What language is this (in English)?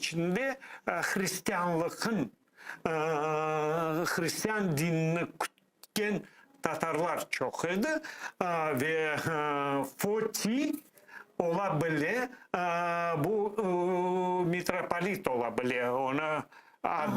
Crimean Tatar